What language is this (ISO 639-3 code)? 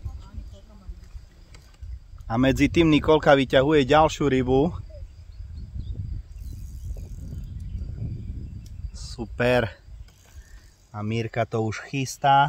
slk